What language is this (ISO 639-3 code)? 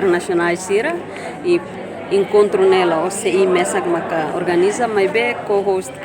tet